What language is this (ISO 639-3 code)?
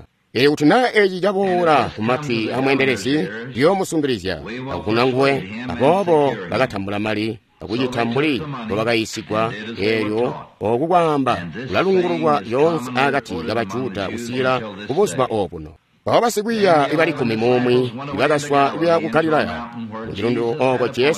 toi